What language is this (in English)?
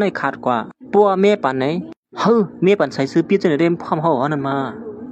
Shan